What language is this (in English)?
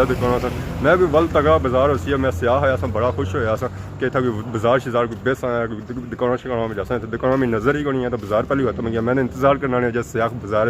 Pahari-Potwari